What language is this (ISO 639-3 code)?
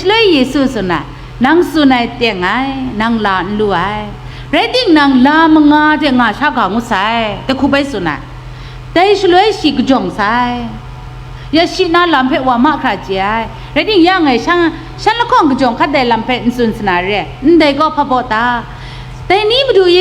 kac